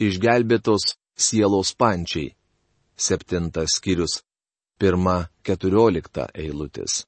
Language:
Lithuanian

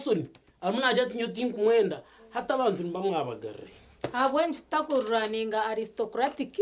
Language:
Nyankole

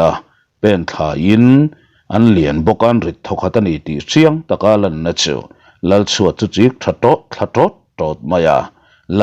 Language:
Mizo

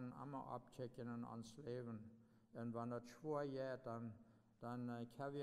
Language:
Plautdietsch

